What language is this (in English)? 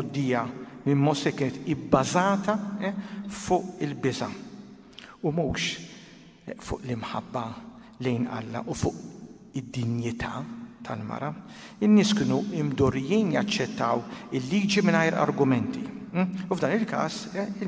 Maltese